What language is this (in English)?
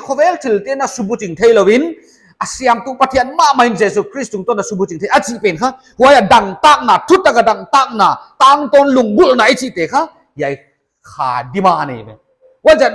Paite Chin